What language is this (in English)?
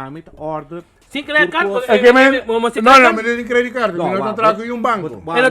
Papiamento